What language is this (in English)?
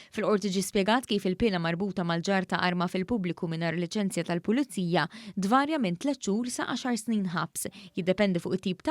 Maltese